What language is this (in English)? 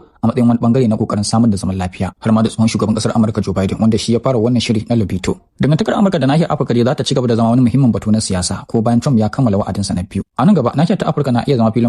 Hausa